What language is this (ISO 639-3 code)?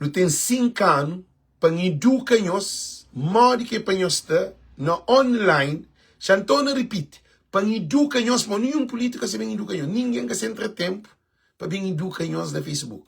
kea